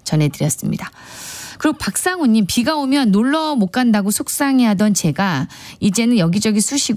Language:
Korean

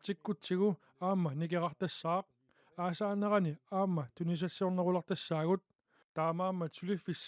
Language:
Kalaallisut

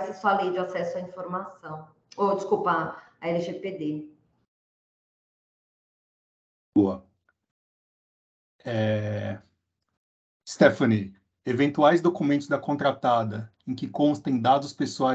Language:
Portuguese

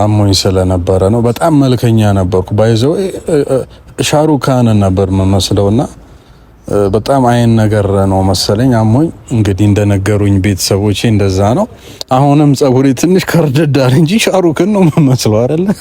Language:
Amharic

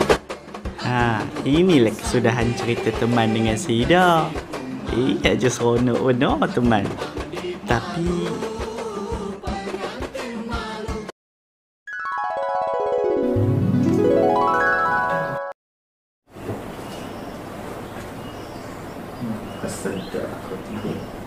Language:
Malay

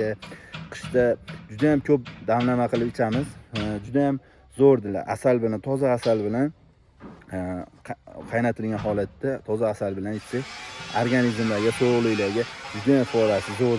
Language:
Uzbek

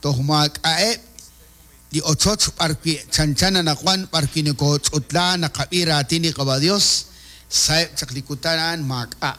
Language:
Kekchí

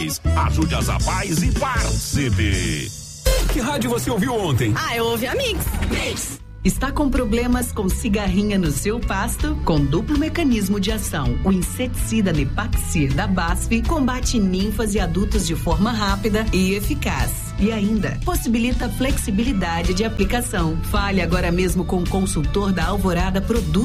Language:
Portuguese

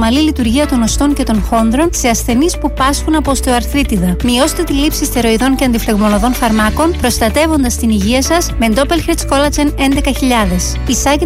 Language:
Greek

